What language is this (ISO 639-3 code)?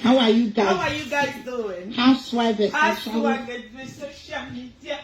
pcm